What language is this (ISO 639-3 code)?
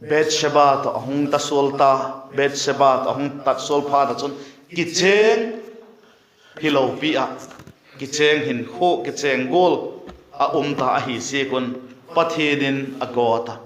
vap